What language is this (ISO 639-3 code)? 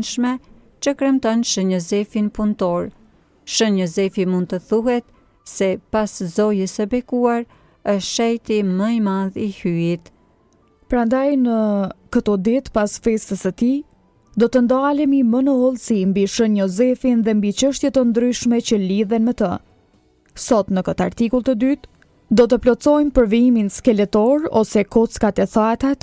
sqi